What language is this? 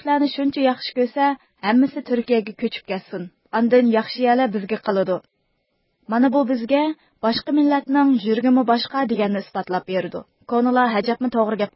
Uyghur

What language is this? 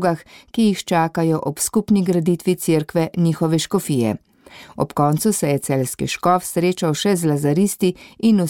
Slovenian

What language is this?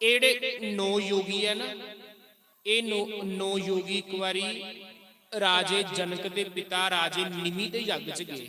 Dogri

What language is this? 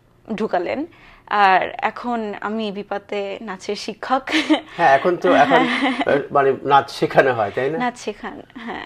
Bangla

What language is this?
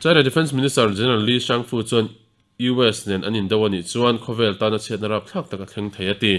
Mizo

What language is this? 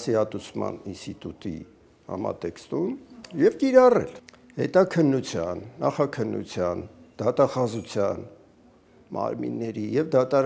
Armenian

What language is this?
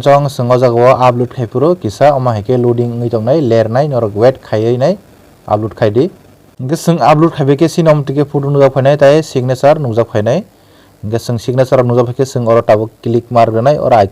Kok Borok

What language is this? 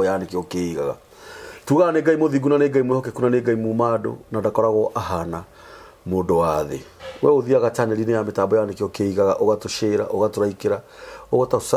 Kikuyu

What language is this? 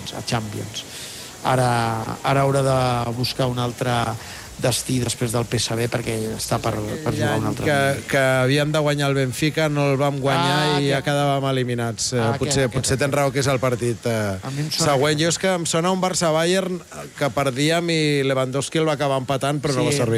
Catalan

